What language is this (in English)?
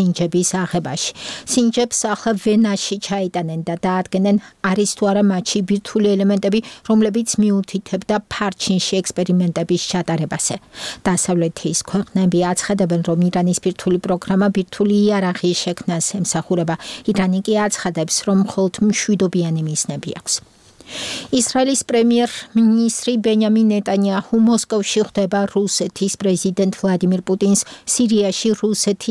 Georgian